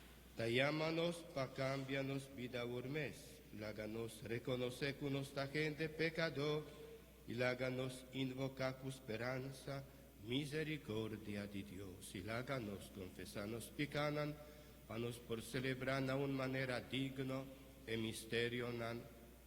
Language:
Papiamento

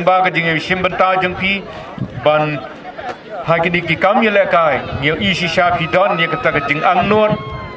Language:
Khasi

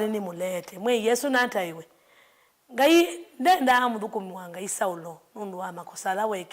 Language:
Kamba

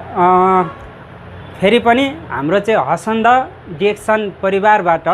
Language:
Nepali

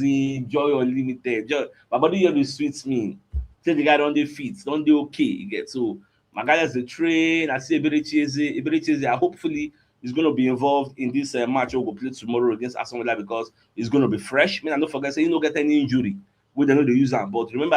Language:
Nigerian Pidgin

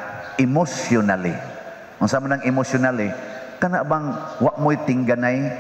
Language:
Cebuano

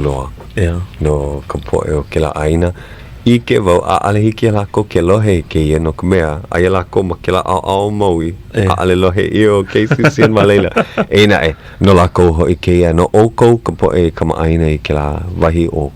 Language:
Hawaiian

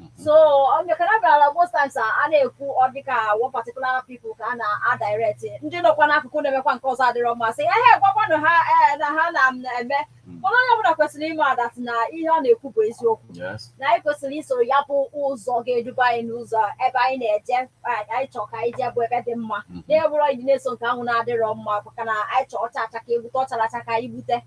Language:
Igbo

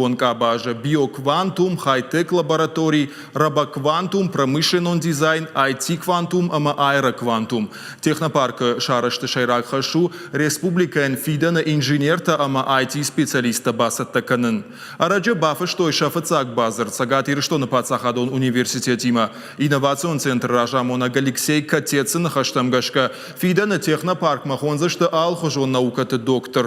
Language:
Ossetic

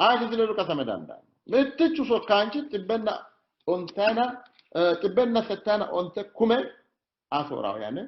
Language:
Sidamo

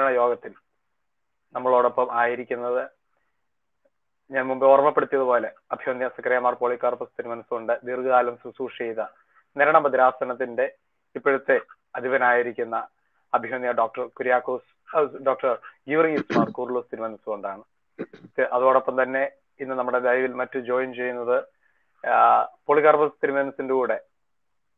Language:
Malayalam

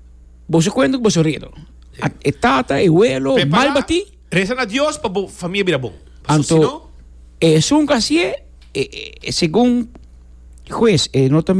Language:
Papiamento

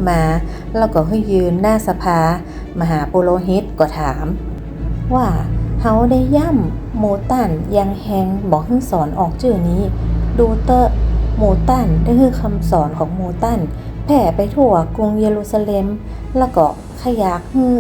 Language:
Northern Thai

